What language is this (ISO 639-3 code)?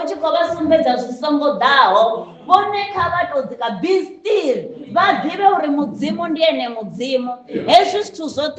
ven